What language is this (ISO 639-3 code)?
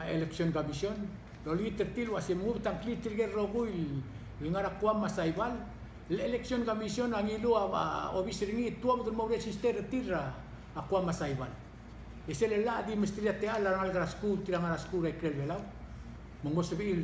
pau